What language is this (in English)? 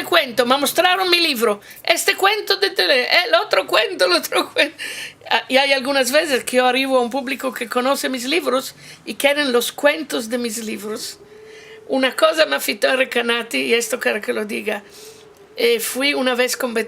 Ladino